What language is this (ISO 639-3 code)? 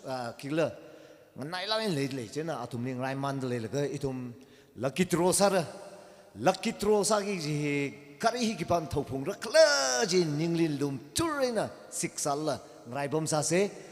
nmf